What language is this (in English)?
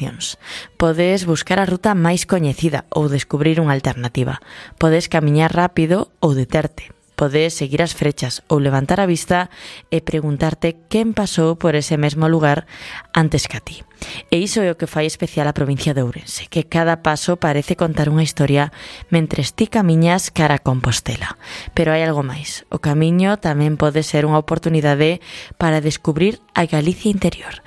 Galician